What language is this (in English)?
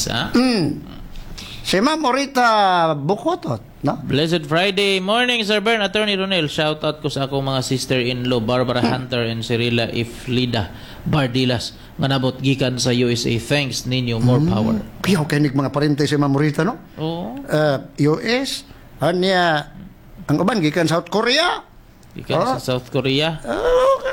Cebuano